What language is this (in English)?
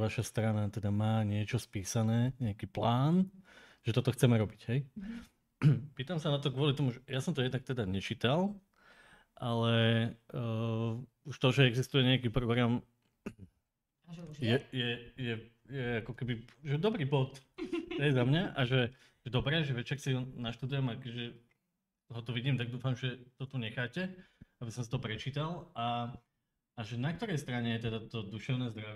Slovak